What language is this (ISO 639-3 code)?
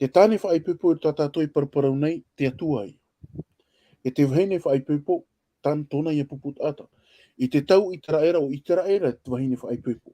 tah